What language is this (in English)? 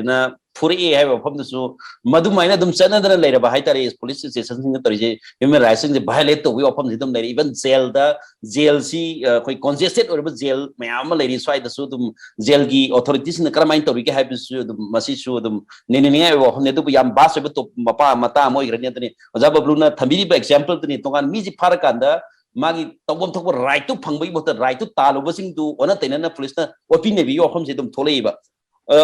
Manipuri